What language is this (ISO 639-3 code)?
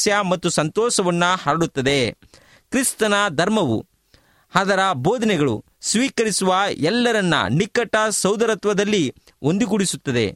kan